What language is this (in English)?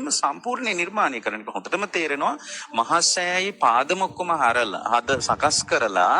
Sinhala